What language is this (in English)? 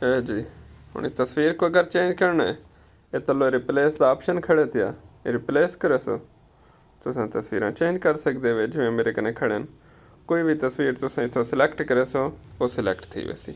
Saraiki